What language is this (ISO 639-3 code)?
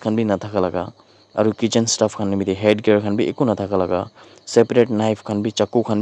nag